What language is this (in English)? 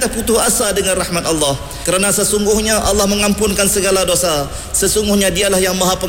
Malay